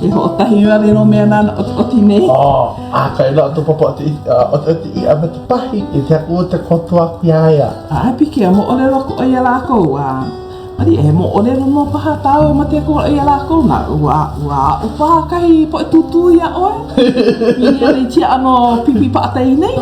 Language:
Hawaiian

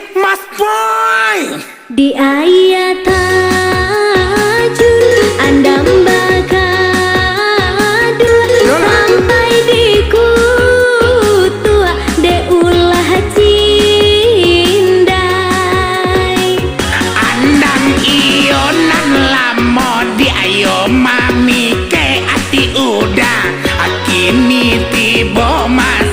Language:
Minangkabau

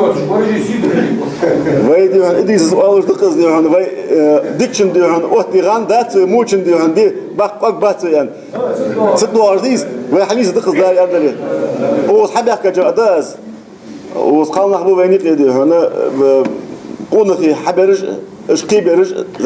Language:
Ingush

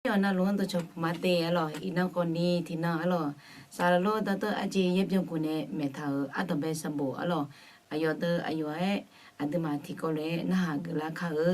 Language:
Akha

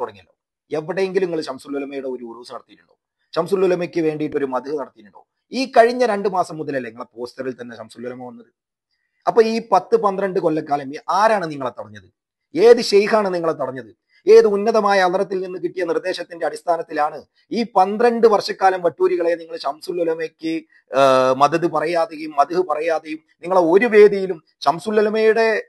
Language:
Malayalam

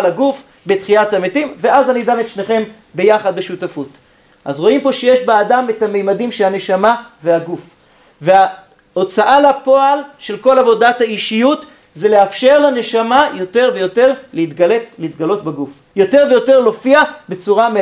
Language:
Hebrew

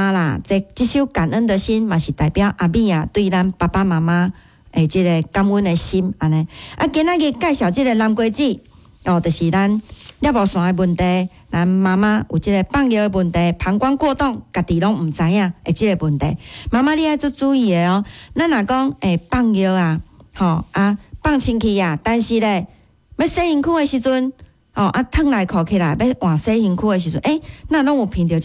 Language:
Min Nan Chinese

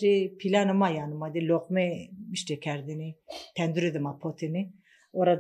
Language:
Zaza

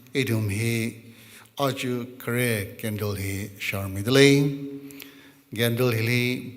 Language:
Tangkhul Naga (India)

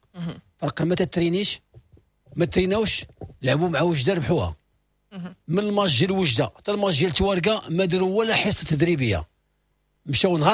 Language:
Moroccan Arabic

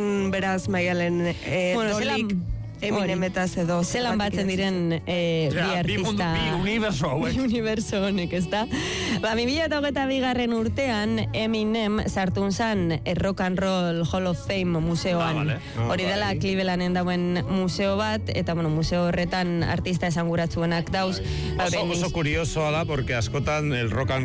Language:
Basque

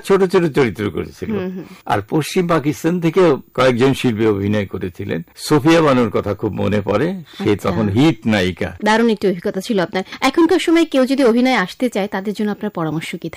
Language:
Bangla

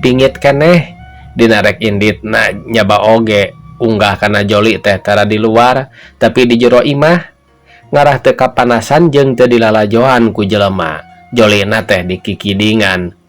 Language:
Sundanese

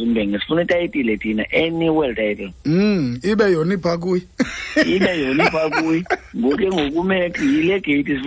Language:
Xhosa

